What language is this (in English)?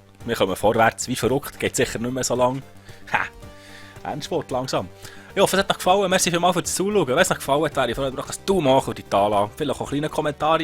Swiss German